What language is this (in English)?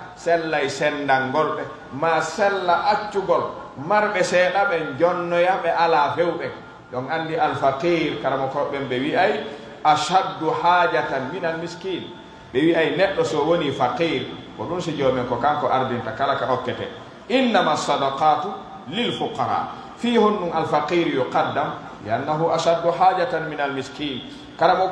Pular